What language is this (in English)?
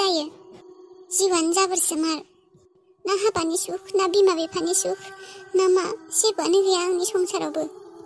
Bodo